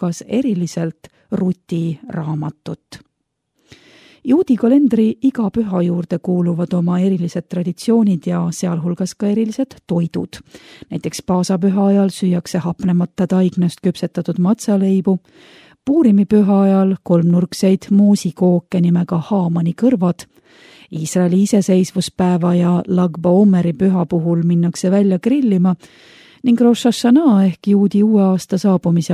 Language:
Estonian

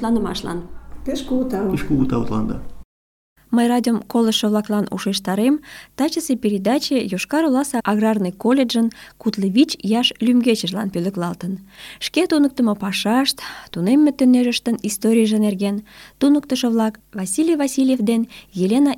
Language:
Mari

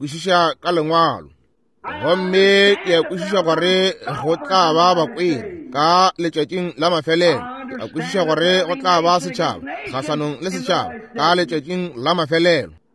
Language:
Northern Sotho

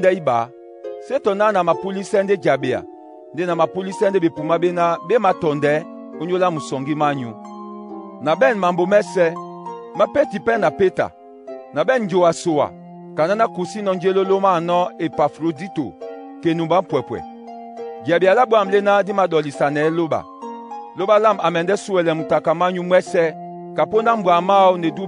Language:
Duala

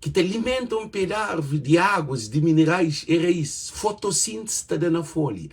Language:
Kabuverdianu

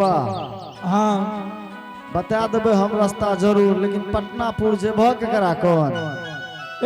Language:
Angika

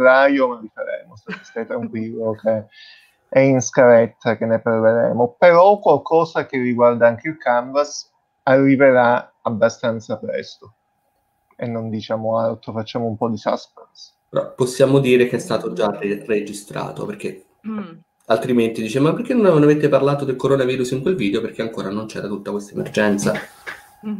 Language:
Italian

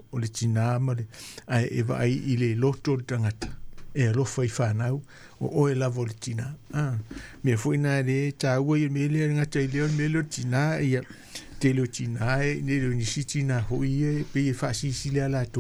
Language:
Samoan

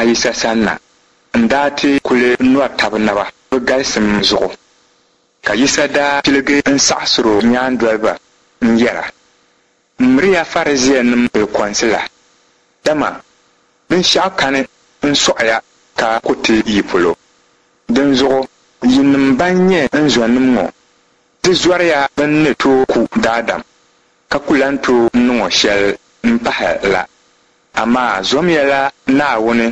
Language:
Dagbani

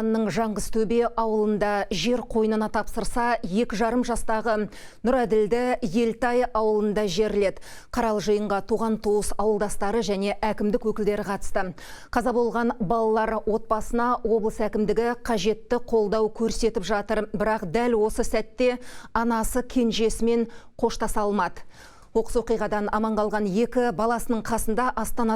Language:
Kazakh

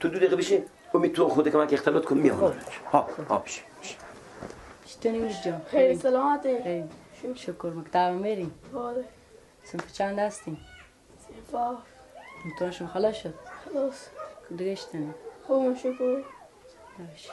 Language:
Persian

